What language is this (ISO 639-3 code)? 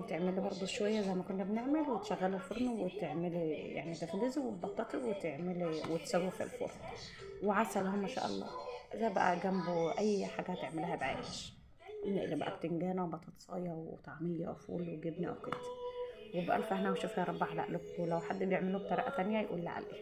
arz